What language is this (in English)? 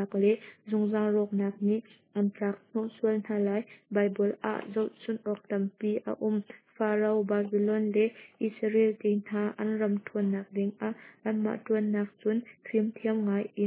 Hakha Chin